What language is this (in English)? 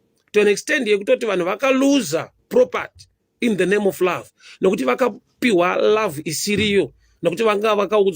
Shona